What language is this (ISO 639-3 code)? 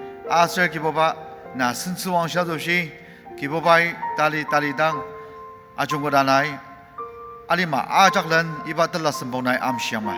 njo